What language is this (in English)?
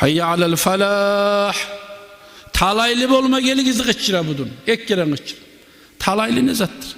Kumyk